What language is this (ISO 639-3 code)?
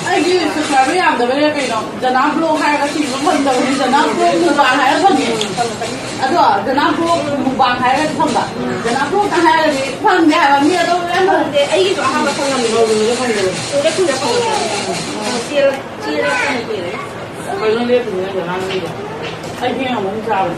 mni